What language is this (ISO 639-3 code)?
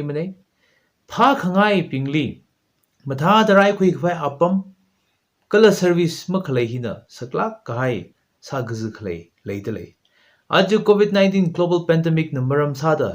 nmf